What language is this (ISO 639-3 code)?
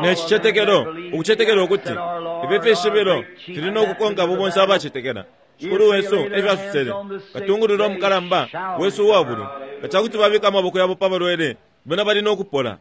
bem